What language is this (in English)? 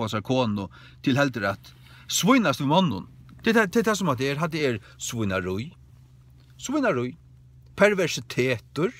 Faroese